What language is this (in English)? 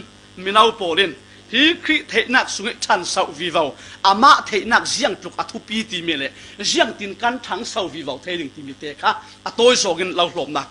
Falam Chin